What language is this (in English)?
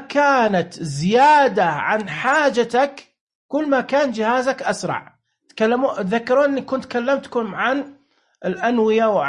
Najdi Arabic